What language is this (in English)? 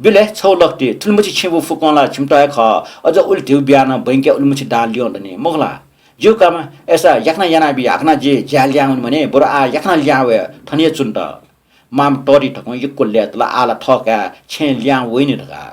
Newari